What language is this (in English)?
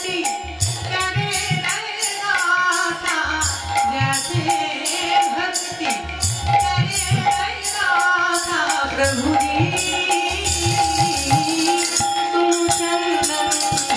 Bangla